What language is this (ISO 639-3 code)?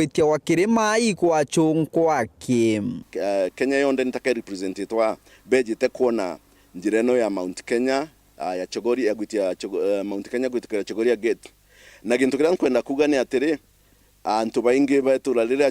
mer